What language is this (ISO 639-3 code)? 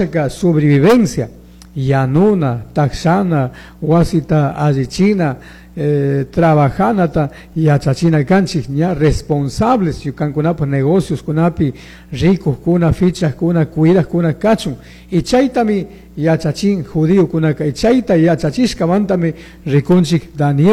qug